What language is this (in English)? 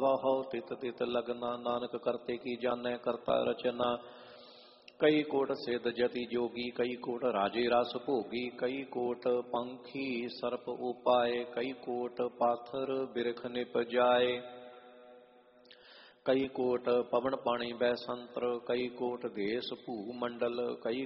Punjabi